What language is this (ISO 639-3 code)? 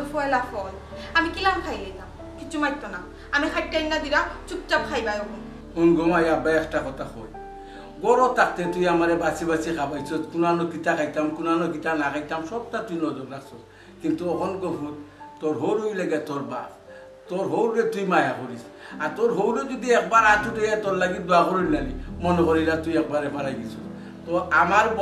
syl